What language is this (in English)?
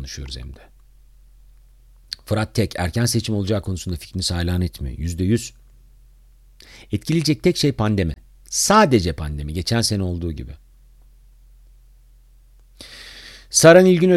Turkish